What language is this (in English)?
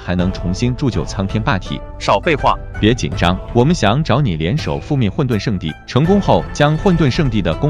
Chinese